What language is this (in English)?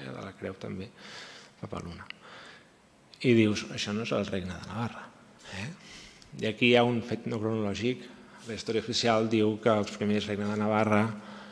Catalan